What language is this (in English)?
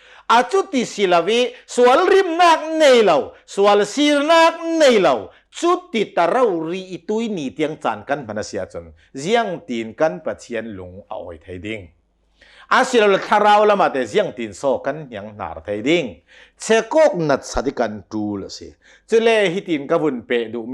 Hakha Chin